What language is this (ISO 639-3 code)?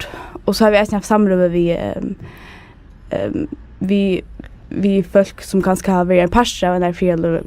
fao